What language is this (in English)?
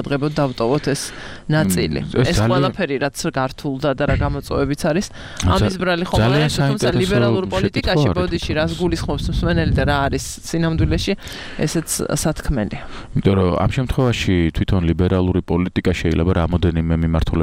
Georgian